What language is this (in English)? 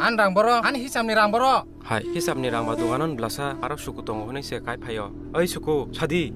Kok Borok